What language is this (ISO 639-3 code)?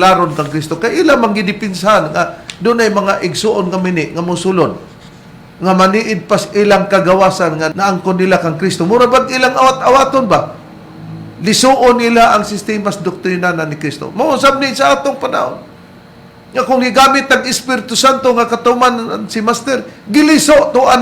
ceb